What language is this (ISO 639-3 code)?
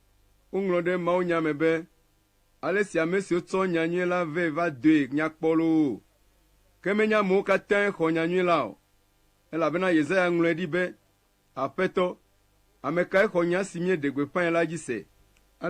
ewe